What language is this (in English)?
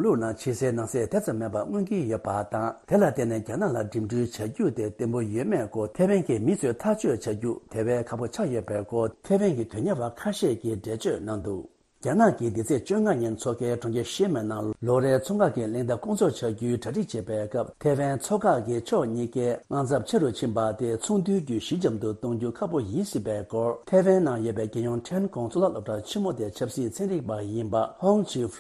Tibetan